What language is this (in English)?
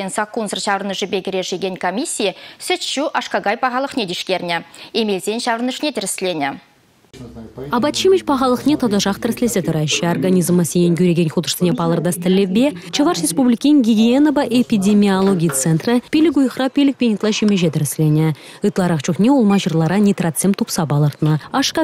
Chuvash